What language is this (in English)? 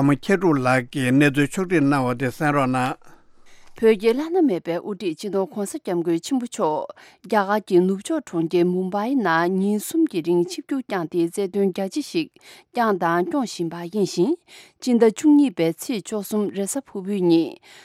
Tibetan